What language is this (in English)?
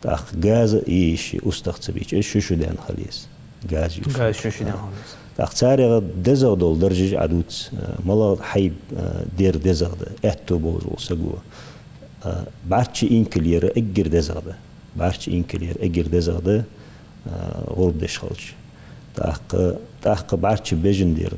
Ingush